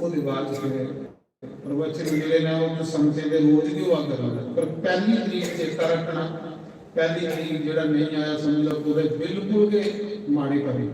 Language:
Dogri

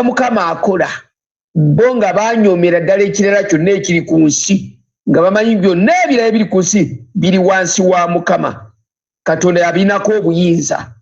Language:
Ganda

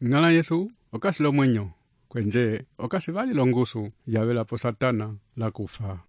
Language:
Umbundu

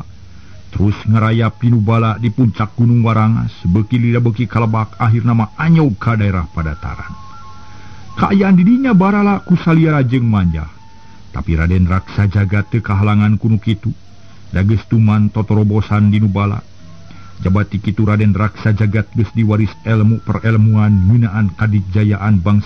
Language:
Sundanese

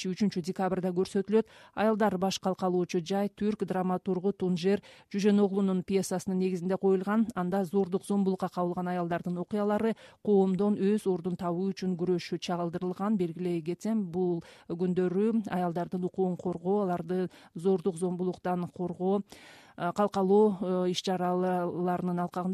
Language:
Kyrgyz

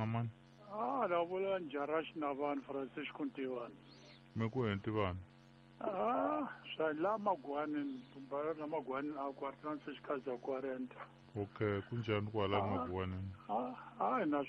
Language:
Tsonga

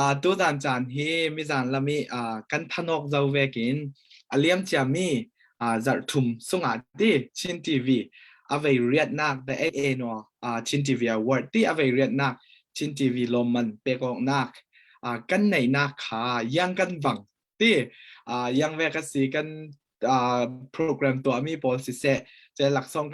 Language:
Falam Chin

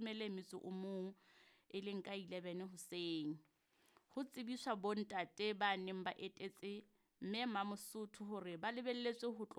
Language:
Southern Sotho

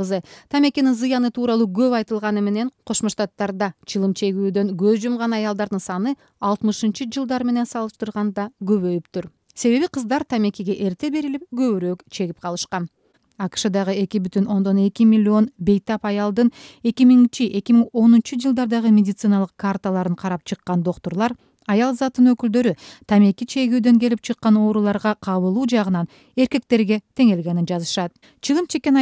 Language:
Kyrgyz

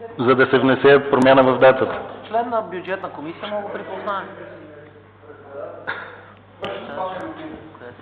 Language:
Bulgarian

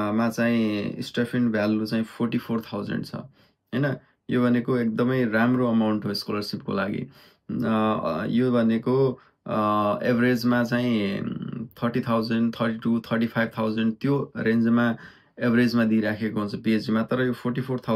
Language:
Nepali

